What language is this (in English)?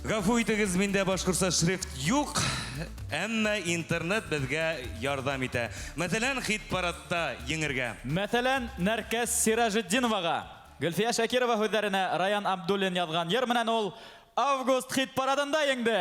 Bashkir